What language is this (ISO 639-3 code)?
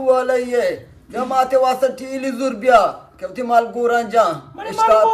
bgp